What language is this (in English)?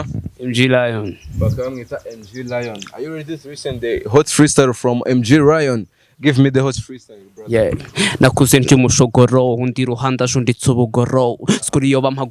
Kinyarwanda